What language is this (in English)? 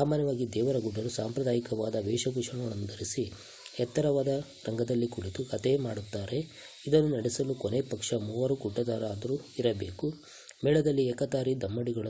Kannada